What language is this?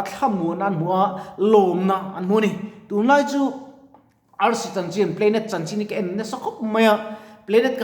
Mizo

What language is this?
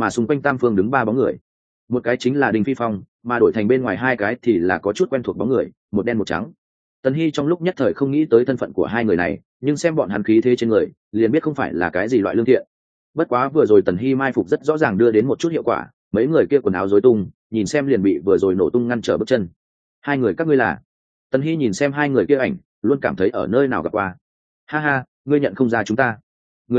Vietnamese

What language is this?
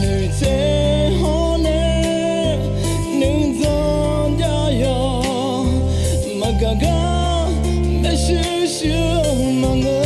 Akha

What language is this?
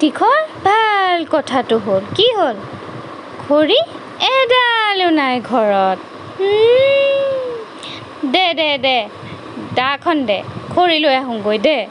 Assamese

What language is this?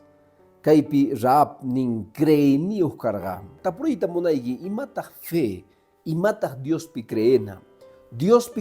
Quechua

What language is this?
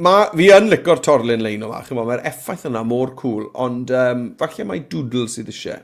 Welsh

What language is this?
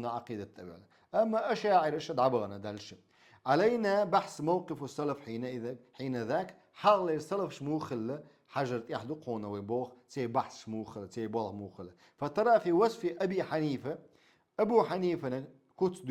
Chechen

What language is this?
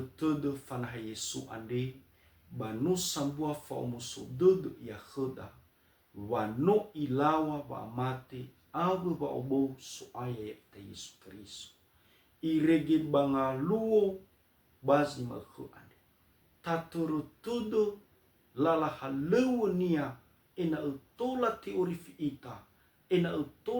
Nias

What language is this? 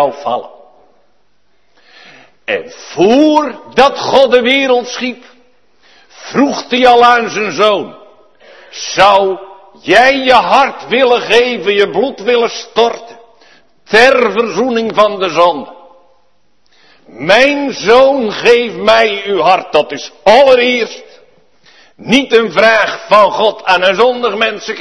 Dutch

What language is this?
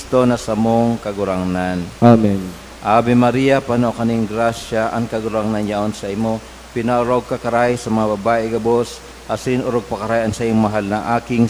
Bikol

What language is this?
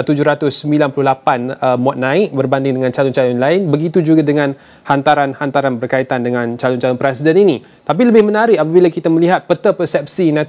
Malay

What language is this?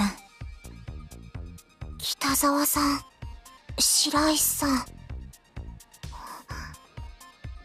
Japanese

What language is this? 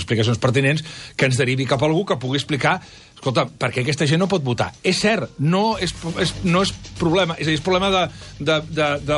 Catalan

